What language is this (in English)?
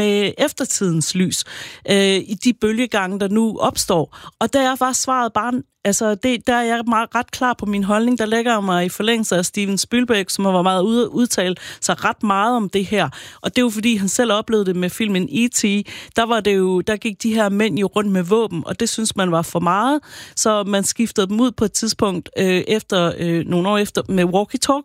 Danish